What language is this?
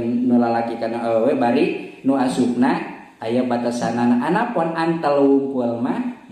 Sundanese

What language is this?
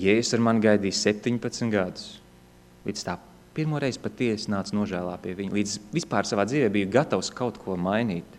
Latvian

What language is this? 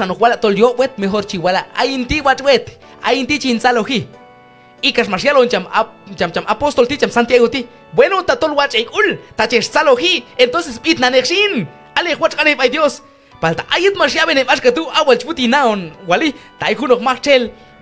Q'anjob'al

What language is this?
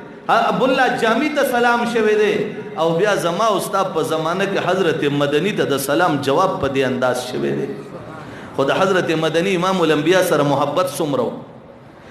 Pashto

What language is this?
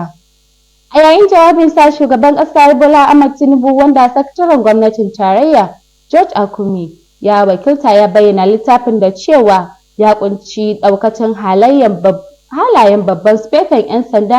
Hausa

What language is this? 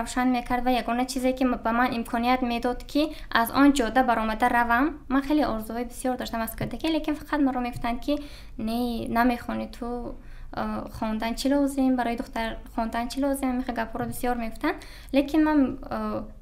Tajik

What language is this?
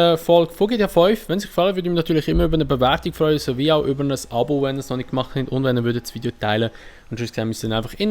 Swiss German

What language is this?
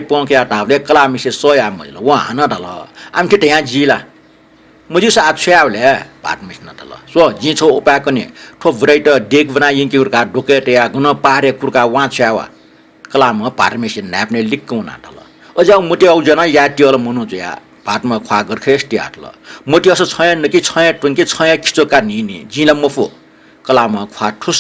Newari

